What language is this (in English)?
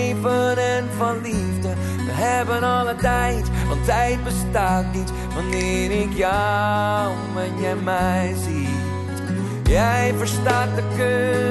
Dutch